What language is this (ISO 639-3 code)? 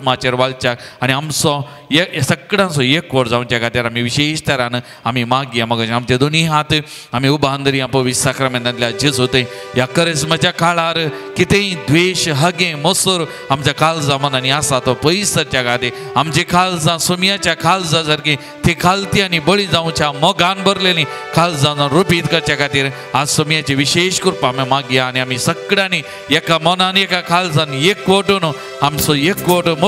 kok